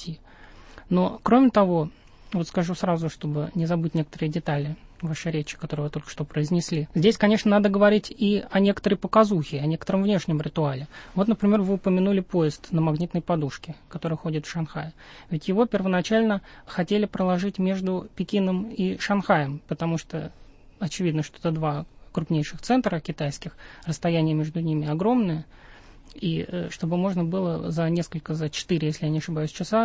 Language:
Russian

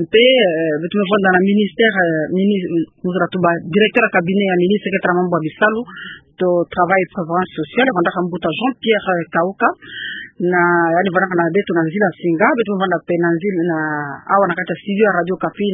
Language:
Kituba (Democratic Republic of Congo)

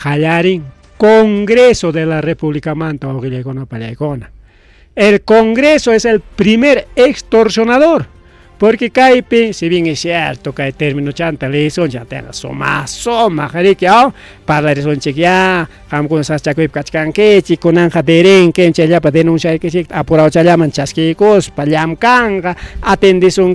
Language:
Ayacucho Quechua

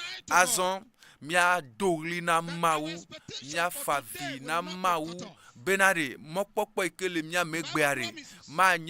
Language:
Ewe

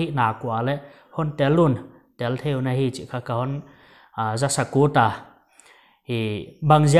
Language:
Paite Chin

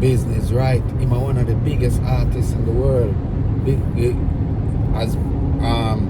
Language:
Jamaican Creole English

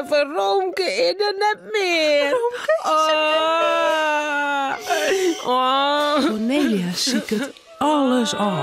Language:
Western Frisian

